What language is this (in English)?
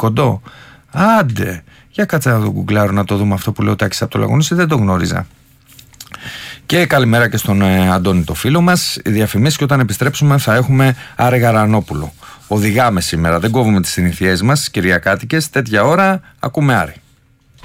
Greek